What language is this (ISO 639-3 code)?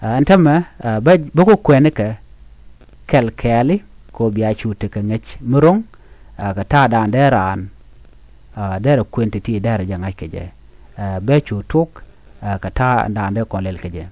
nus